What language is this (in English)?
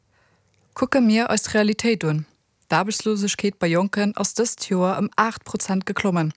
Luxembourgish